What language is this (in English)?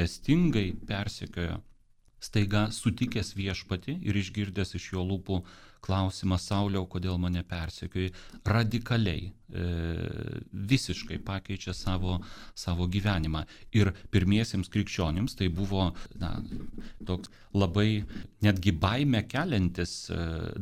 Lithuanian